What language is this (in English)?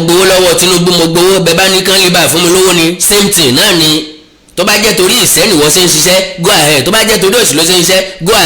Yoruba